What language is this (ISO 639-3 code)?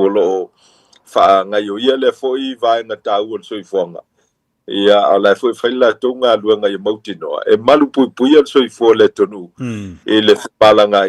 smo